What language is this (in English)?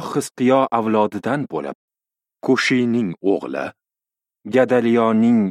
Uzbek